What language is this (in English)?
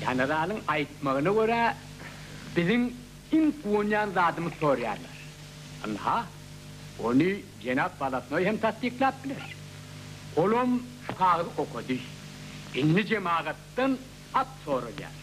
Turkmen